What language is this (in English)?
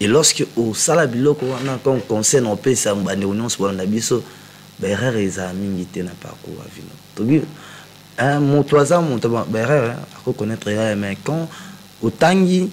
Lingala